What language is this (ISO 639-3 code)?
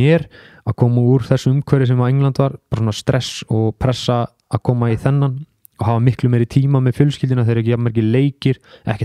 isl